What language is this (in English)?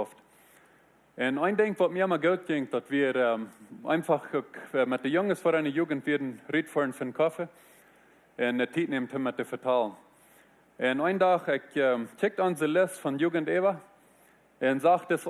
Plautdietsch